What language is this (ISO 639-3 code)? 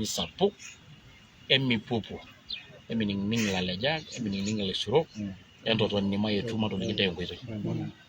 mas